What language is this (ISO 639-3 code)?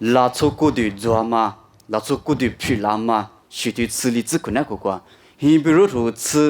lis